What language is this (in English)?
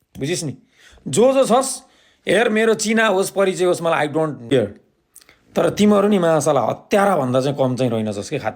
Nepali